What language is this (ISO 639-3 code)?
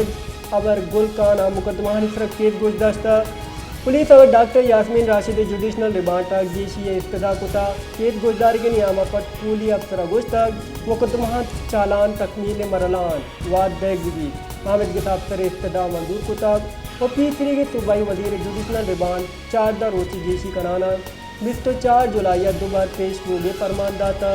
bal